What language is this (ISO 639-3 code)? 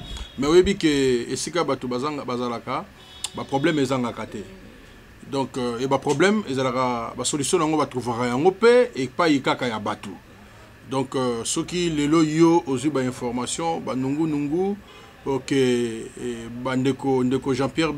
lin